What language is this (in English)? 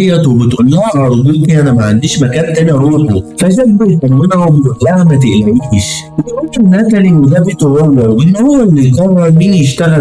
Egyptian Arabic